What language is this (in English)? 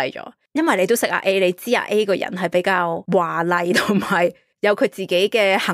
Cantonese